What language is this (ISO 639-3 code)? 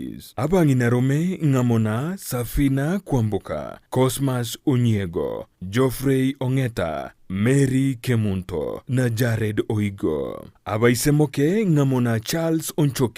guz